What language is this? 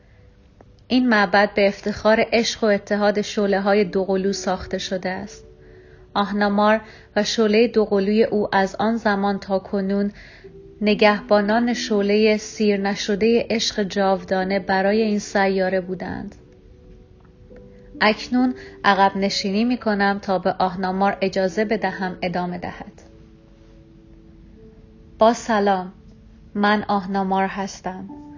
Persian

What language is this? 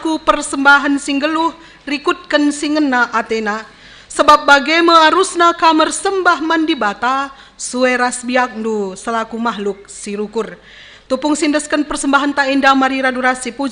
Batak Karo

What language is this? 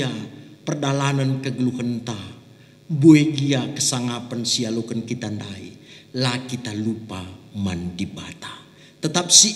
Batak Karo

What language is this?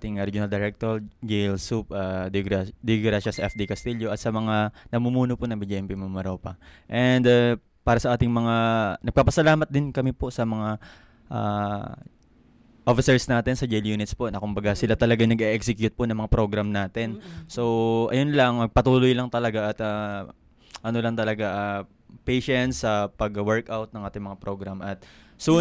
Filipino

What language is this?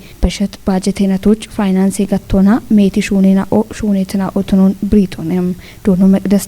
Kafa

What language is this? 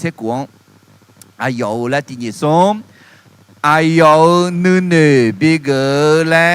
Akha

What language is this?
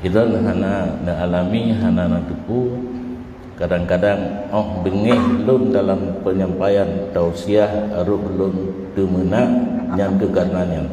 Achinese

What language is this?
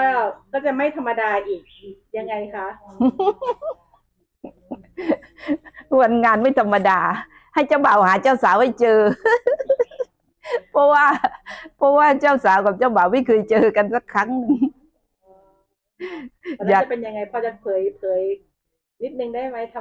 Thai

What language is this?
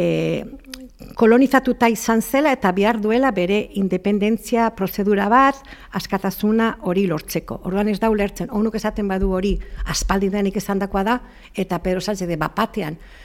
Basque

